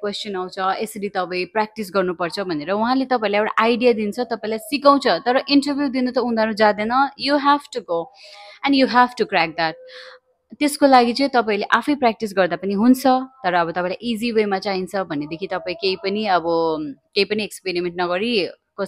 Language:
Nepali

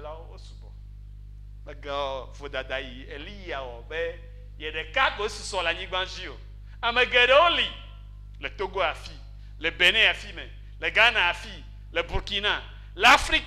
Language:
Ewe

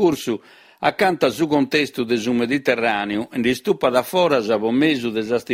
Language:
Sardinian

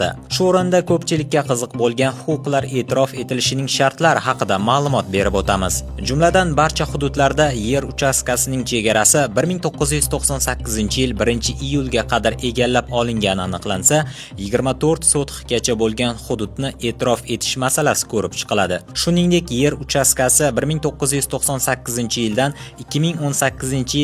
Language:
Uzbek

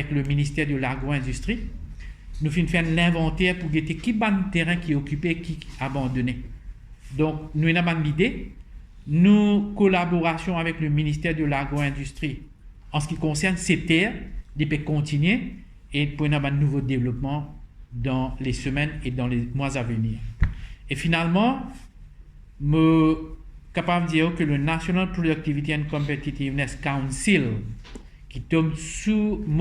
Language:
Morisyen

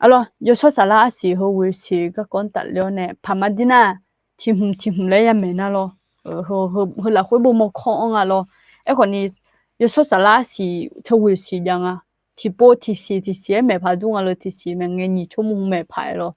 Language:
Akha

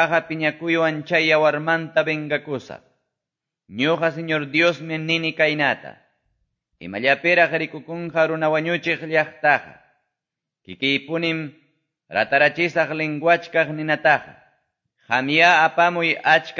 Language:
Quechua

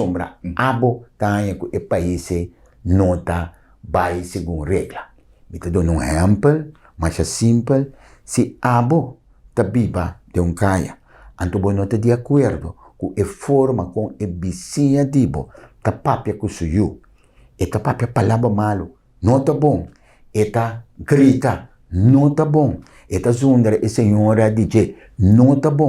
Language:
Papiamento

